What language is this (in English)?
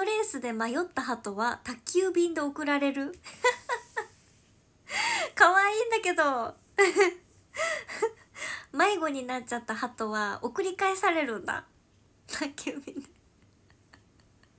Japanese